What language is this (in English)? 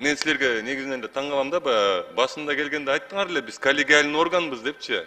Kyrgyz